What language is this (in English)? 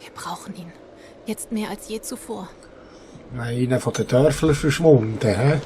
Swiss German